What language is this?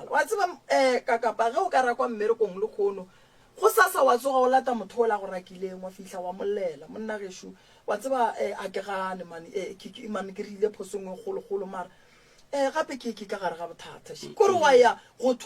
Northern Sotho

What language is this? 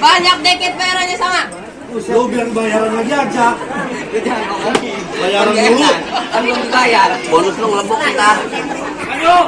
Betawi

